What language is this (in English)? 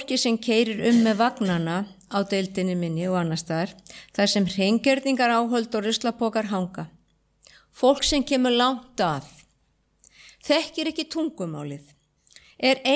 Icelandic